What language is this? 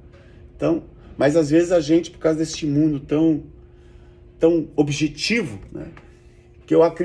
Portuguese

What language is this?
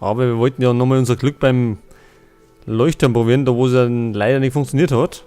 Bavarian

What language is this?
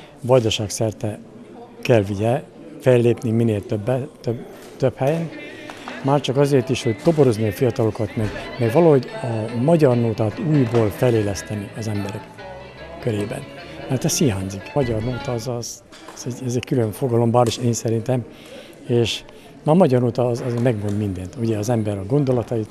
Hungarian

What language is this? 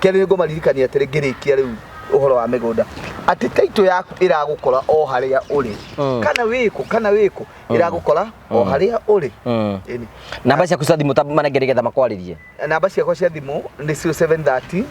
Kikuyu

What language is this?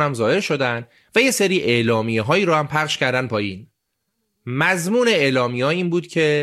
Persian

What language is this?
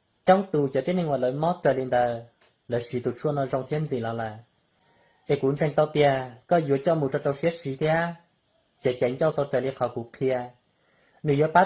Hmong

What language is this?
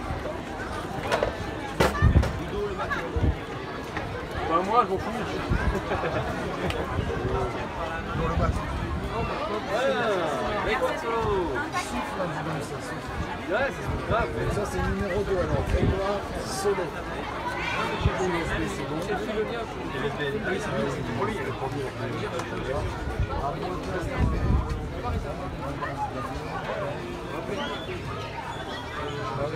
French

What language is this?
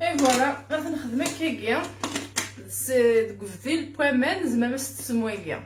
Kabyle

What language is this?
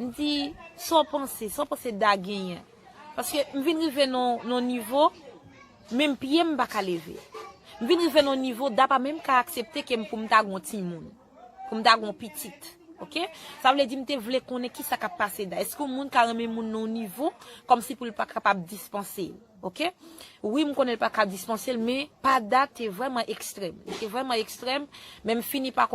Haitian Creole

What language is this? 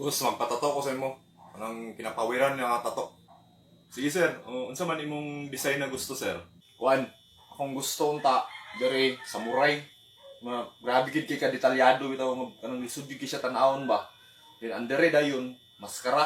Cebuano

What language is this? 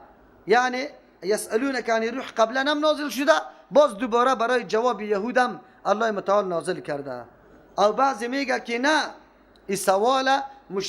Persian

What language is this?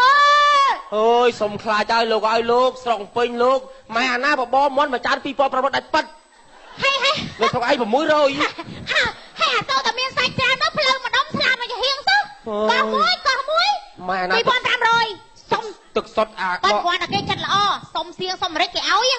Khmer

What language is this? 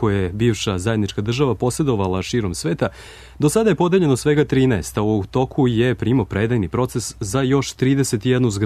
Serbian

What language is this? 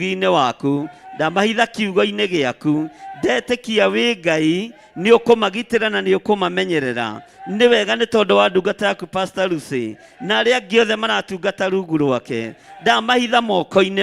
Kikuyu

